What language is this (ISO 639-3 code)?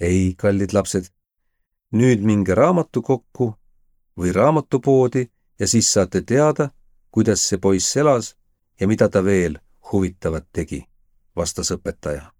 est